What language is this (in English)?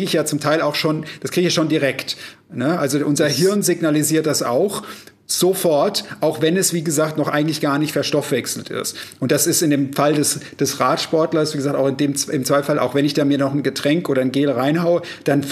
German